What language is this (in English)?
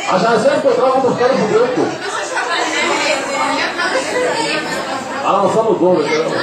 Egyptian Arabic